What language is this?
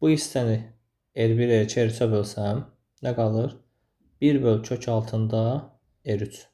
Azerbaijani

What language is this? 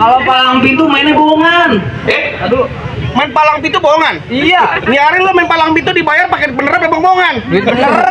Betawi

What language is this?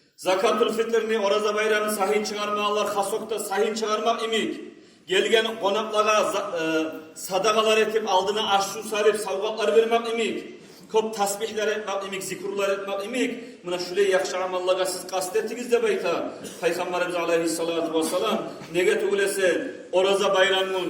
Kumyk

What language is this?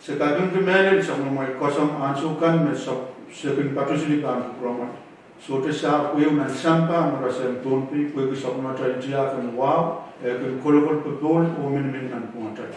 Pohnpeian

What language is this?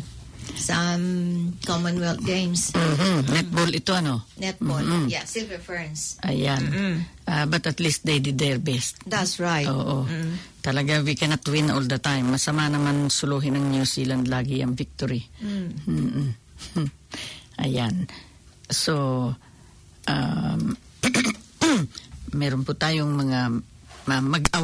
Filipino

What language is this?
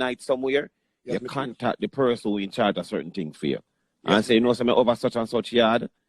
Jamaican Creole English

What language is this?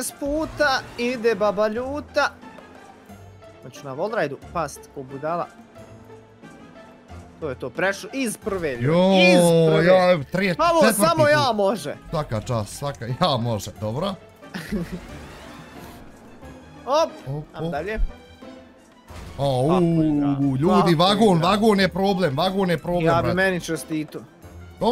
Bosnian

